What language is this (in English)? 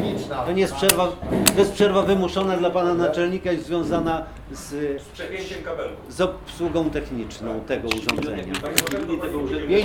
Polish